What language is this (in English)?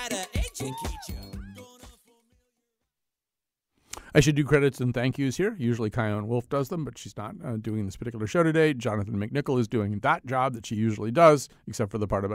English